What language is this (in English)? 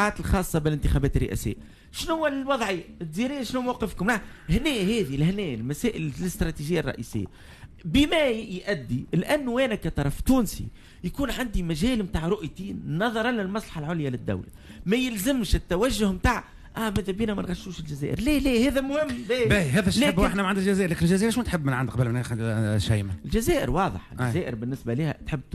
Tunisian Arabic